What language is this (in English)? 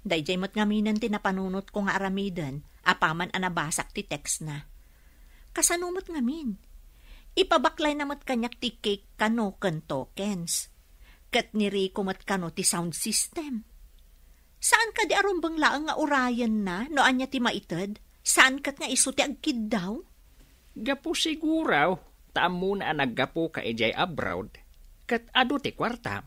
Iloko